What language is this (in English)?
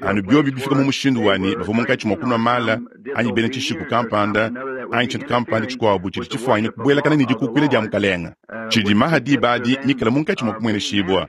Luba-Lulua